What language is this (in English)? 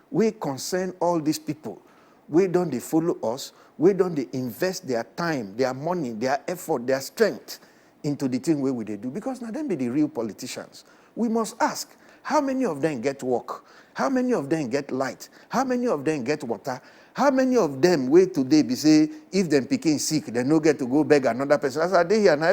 Nigerian Pidgin